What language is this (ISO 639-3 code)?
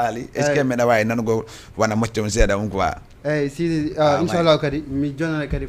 ful